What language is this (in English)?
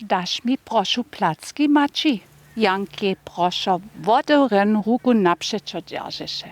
Upper Sorbian